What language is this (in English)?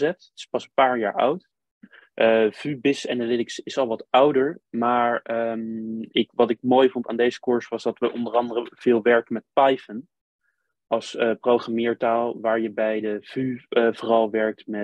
Dutch